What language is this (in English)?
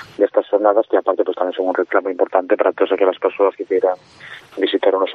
Galician